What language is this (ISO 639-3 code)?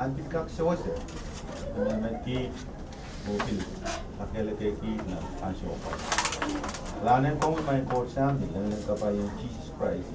pon